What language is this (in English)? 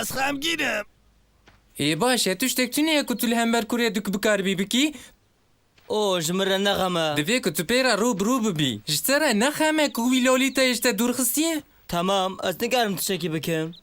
Kurdish